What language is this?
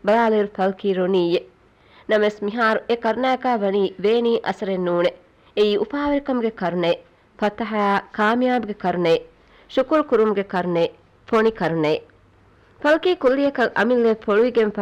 Divehi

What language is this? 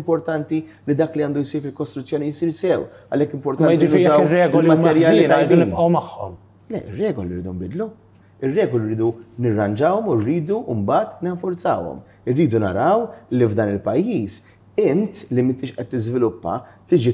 Maltese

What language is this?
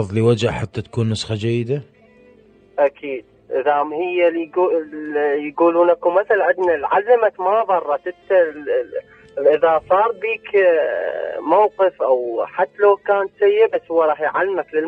Mesopotamian Arabic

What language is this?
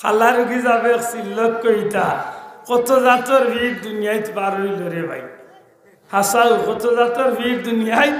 Sylheti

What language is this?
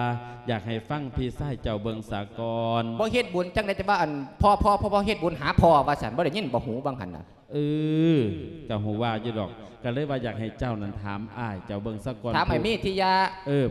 Lao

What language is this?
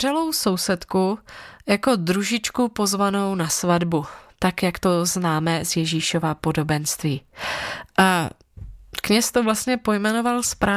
Czech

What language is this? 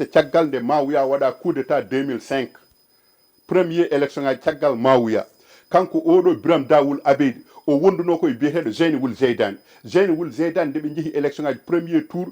Fula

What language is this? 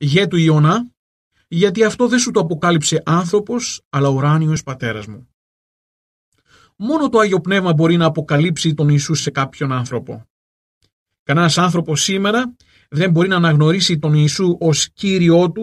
Greek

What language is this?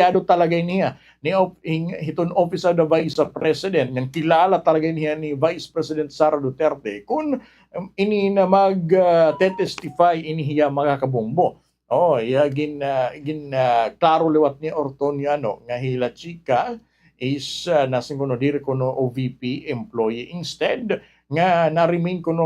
Waray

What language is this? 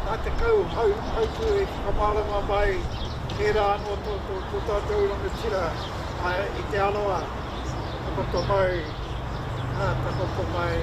Māori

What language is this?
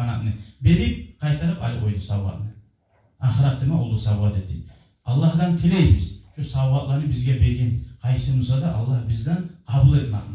Kumyk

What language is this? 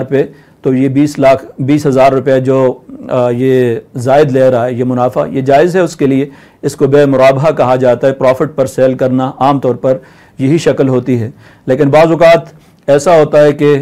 Urdu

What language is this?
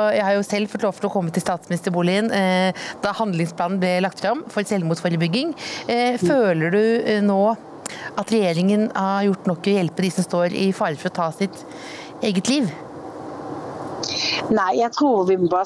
Norwegian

